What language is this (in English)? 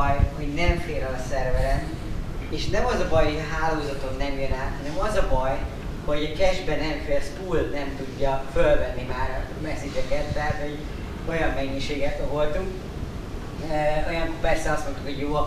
Hungarian